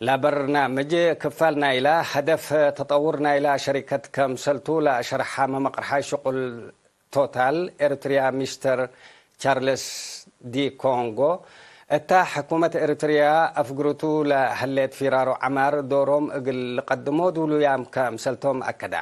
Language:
Tigre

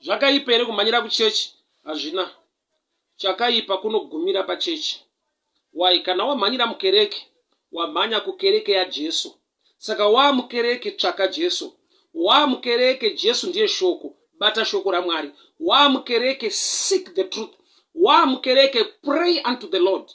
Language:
Shona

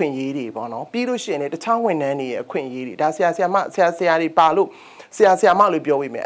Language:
Burmese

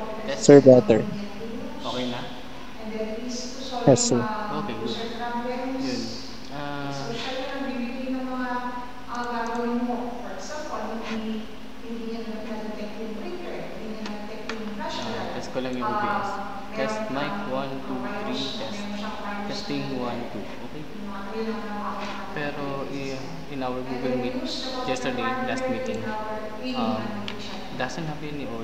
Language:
Filipino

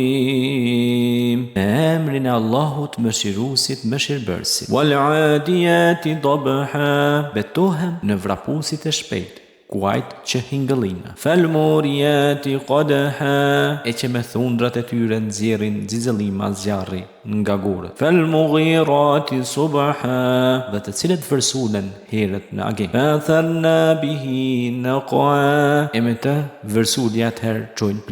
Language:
Albanian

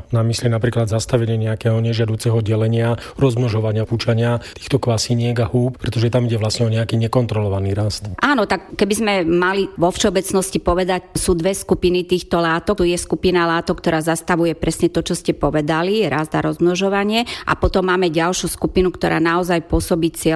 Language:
Slovak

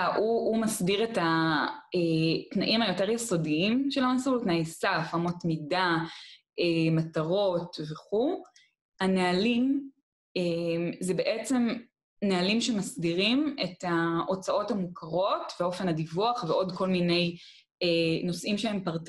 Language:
Hebrew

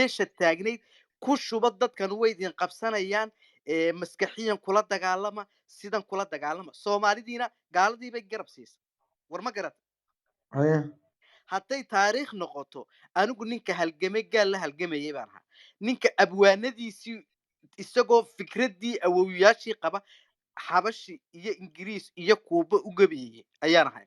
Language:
Somali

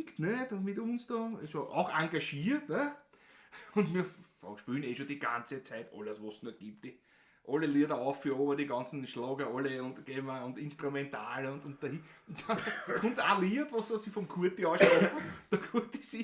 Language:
Bavarian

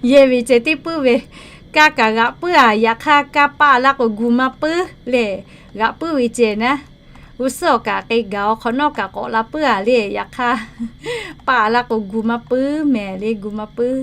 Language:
Lahu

